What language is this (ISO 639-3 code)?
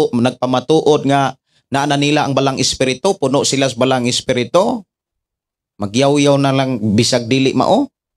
ceb